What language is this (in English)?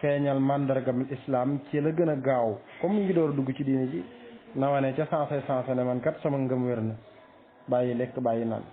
Wolof